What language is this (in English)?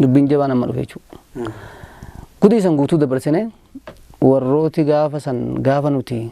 Oromo